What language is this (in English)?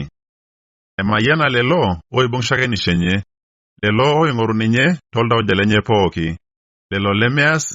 Masai